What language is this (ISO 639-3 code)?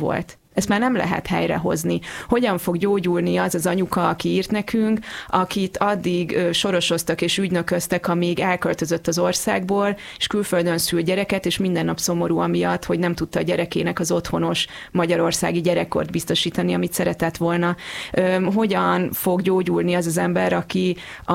hun